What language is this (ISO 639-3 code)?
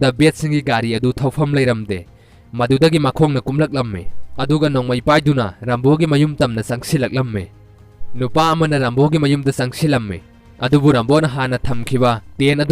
mni